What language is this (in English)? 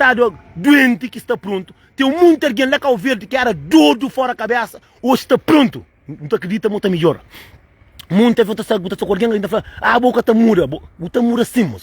Kabuverdianu